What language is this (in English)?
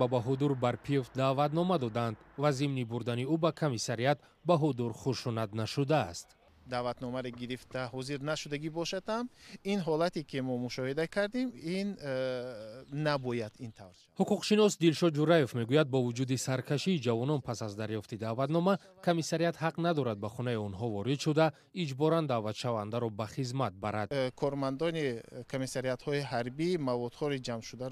Tajik